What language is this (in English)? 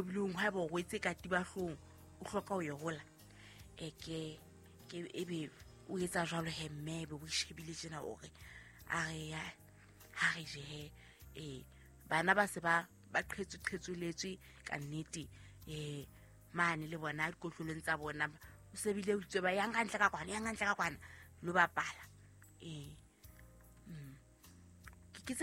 Southern Sotho